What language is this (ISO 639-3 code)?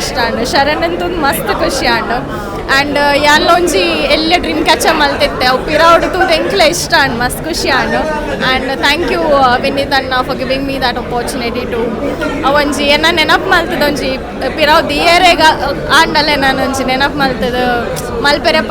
tcy